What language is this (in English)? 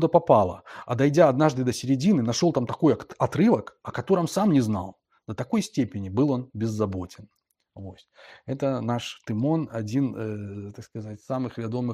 Belarusian